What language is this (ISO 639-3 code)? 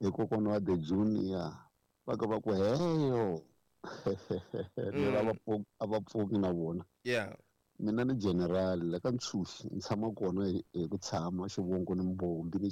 tso